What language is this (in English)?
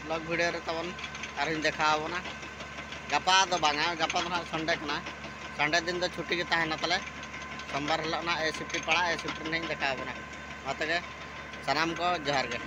Santali